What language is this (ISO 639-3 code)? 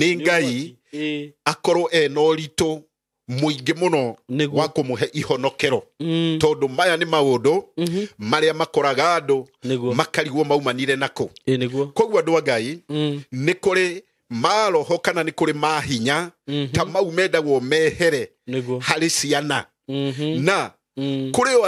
kik